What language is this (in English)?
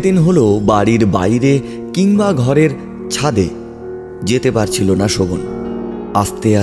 Bangla